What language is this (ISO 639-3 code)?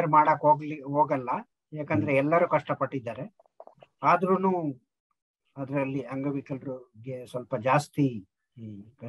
kan